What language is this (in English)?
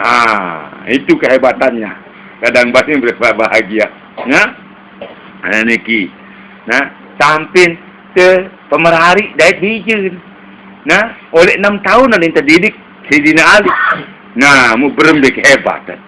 Sasak